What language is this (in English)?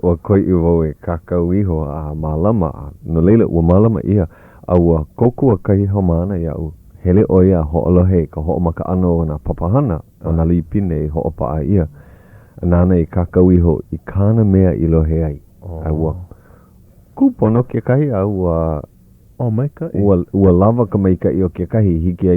Hawaiian